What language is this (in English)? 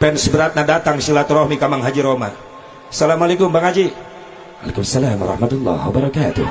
Sundanese